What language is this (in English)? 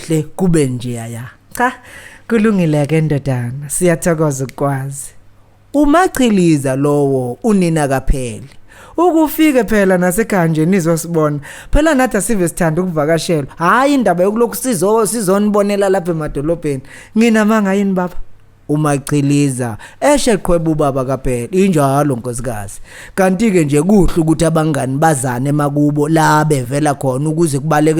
Zulu